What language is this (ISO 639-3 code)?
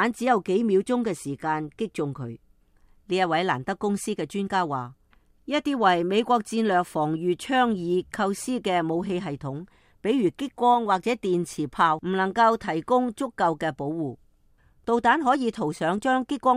yue